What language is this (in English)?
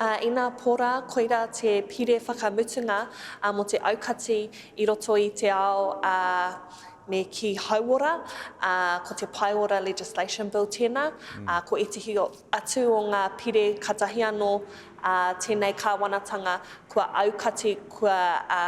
Māori